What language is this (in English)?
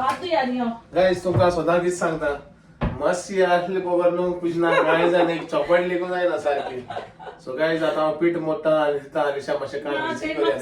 Konkani